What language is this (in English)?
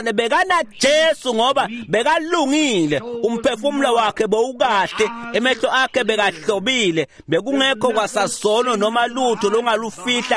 Swati